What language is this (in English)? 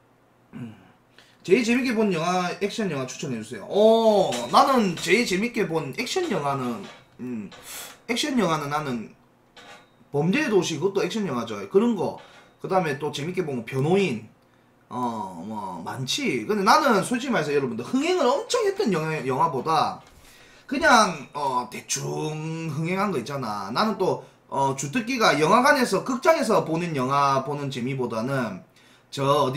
Korean